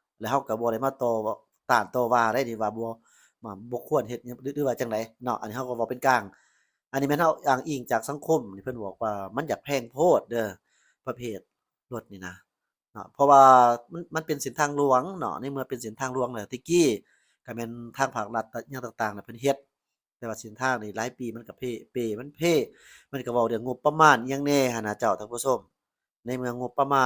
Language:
Lao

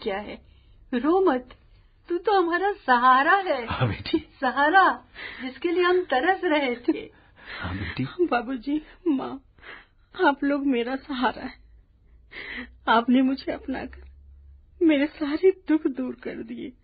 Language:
Hindi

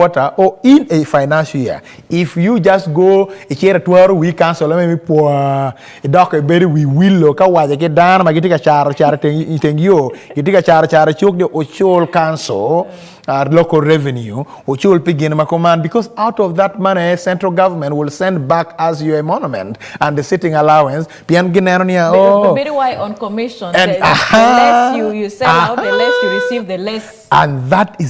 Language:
Acoli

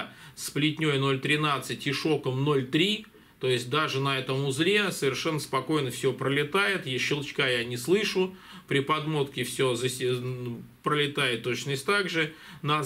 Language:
Russian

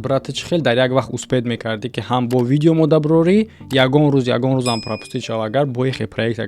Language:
Tajik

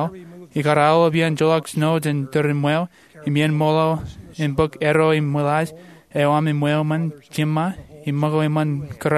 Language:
Marshallese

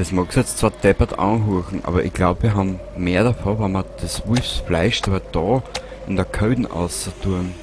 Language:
Bavarian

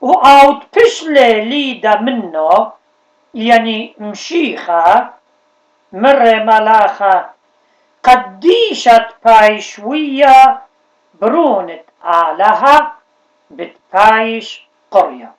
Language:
Assyrian Neo-Aramaic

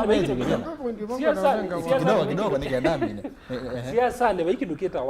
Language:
Kamba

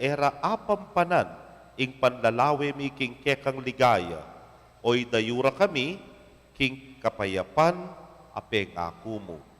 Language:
Pampanga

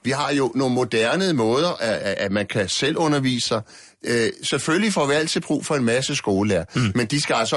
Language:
Danish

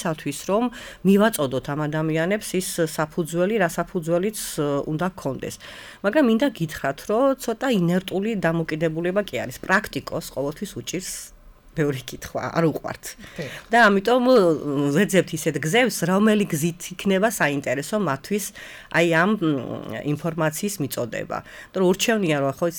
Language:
Georgian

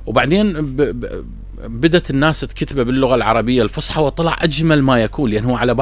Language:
Mesopotamian Arabic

